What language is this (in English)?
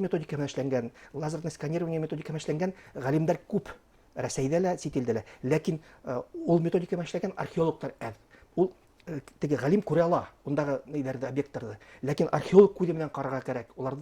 Bashkir